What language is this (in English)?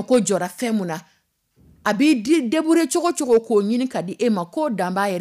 Dyula